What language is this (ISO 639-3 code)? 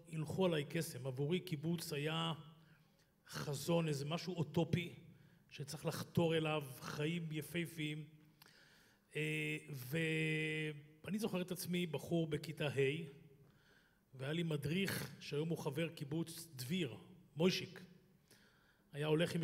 heb